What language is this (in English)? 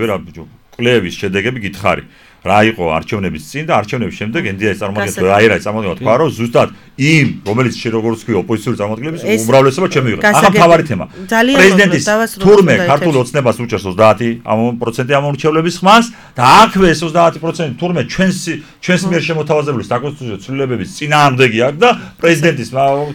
Georgian